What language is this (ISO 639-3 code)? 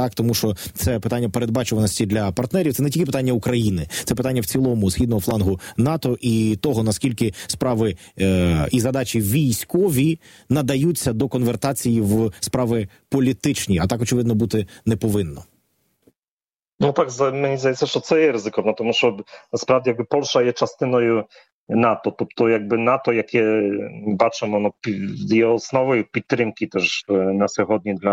ukr